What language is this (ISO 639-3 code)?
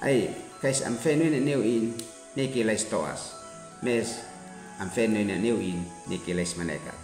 aoz